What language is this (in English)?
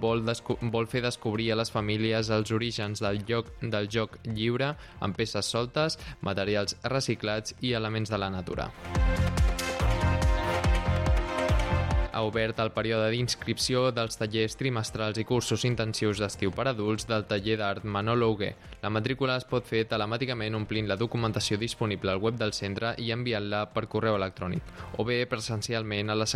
Catalan